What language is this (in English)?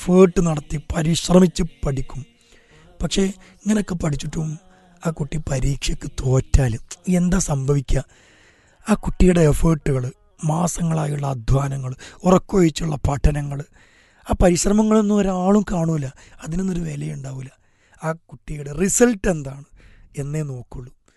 Malayalam